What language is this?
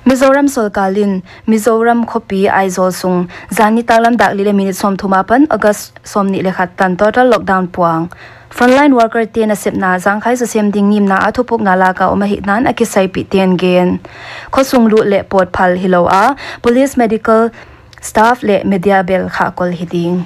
Paite Chin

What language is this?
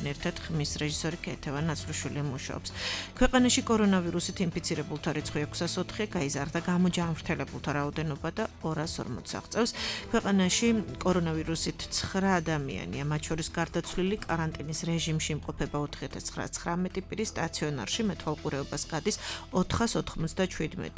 Georgian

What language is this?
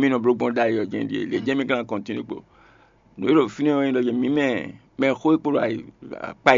Fon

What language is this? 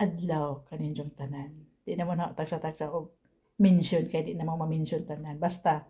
Cebuano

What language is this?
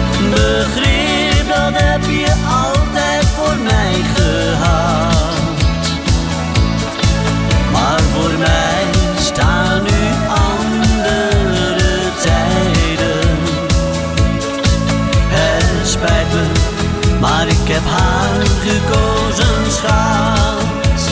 Dutch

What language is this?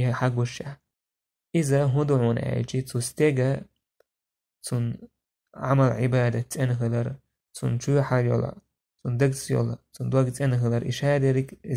Chechen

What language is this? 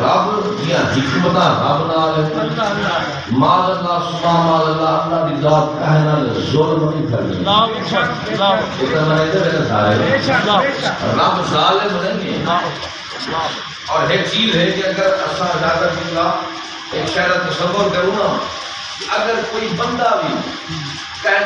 Saraiki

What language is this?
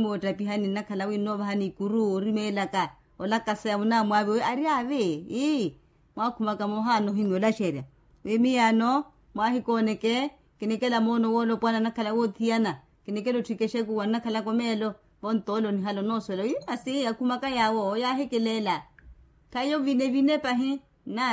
Makhuwa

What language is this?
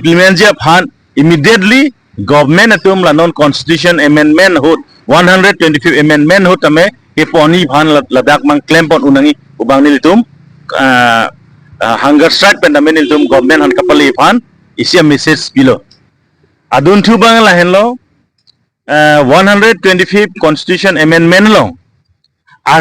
Karbi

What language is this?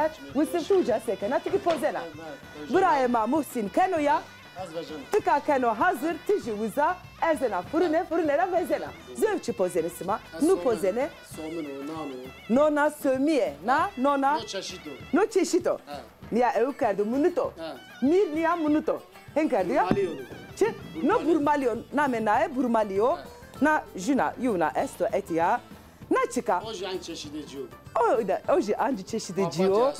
Zaza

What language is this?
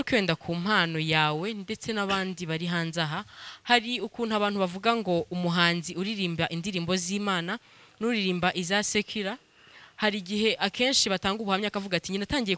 Kinyarwanda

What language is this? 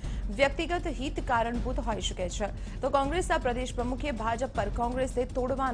Gujarati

